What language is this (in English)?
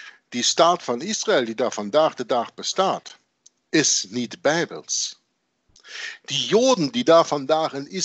Dutch